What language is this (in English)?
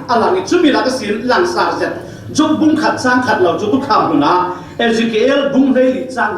Falam Chin